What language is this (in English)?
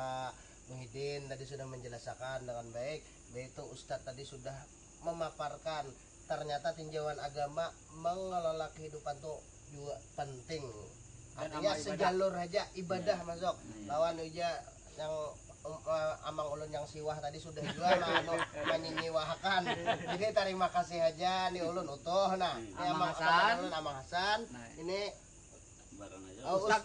Banjar